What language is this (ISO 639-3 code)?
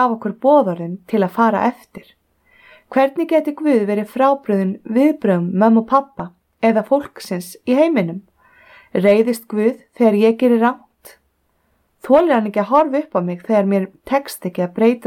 isl